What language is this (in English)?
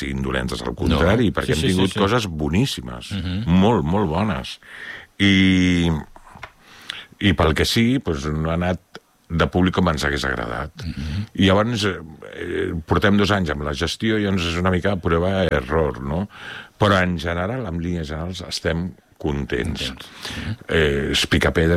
Catalan